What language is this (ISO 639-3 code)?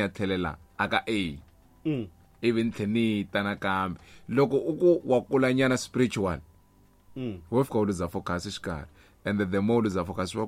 tso